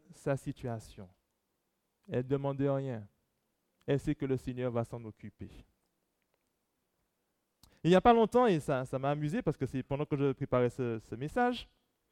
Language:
French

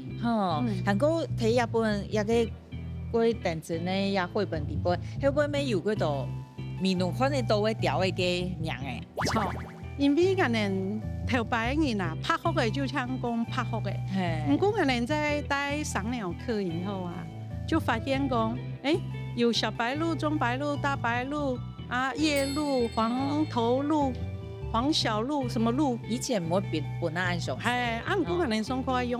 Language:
Hakka Chinese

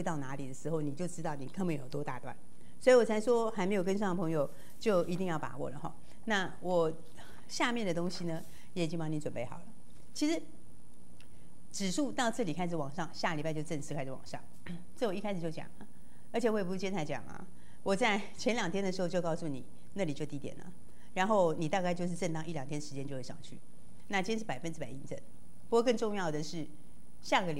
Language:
Chinese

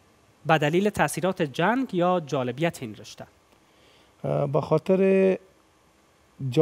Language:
Persian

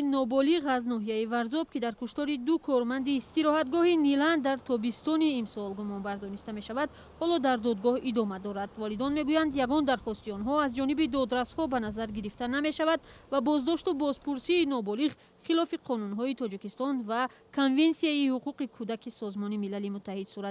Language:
Tajik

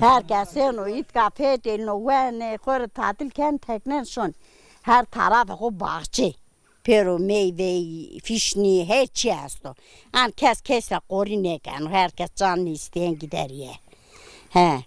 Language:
Zaza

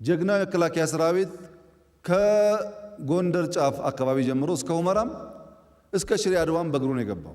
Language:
Amharic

